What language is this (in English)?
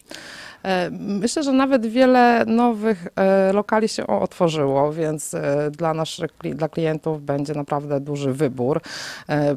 Polish